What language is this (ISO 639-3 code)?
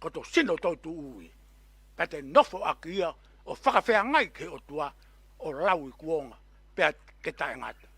ton